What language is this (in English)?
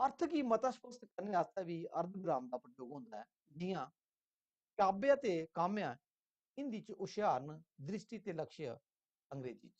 Dogri